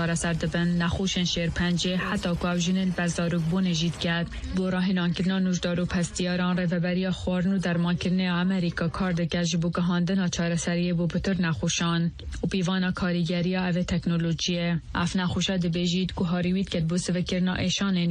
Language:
Kurdish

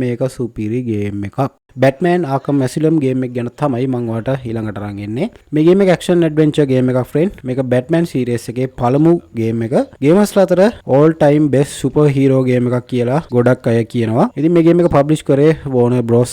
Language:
Sinhala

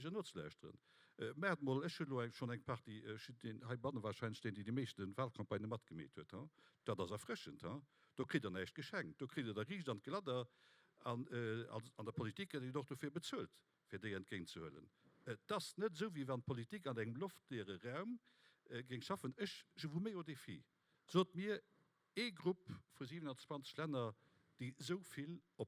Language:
Luxembourgish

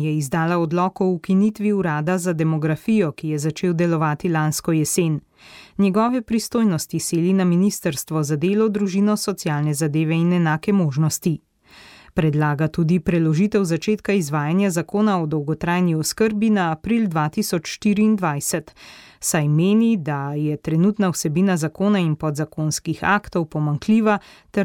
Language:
Slovenian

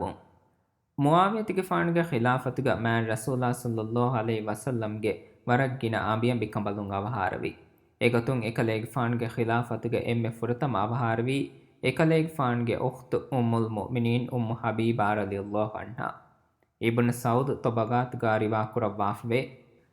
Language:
Divehi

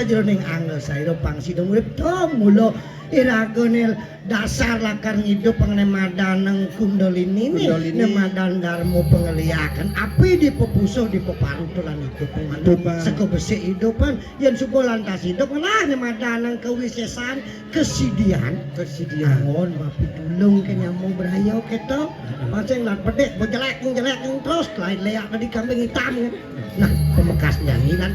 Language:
Balinese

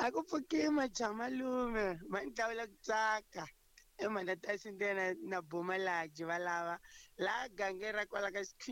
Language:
Tsonga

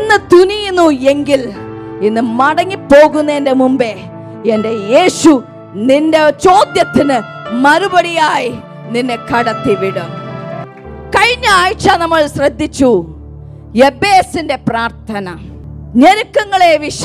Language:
Malayalam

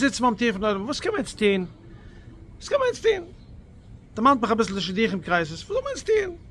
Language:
Yiddish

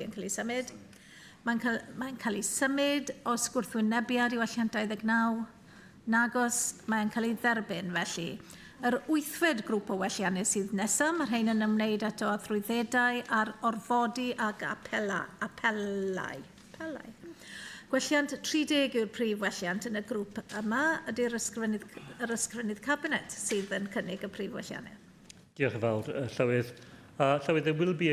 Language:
Welsh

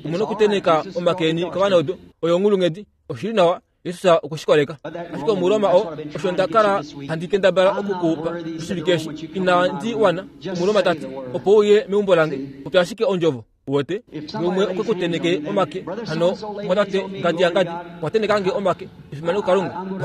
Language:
Kuanyama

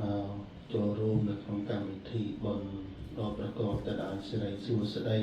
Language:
Khmer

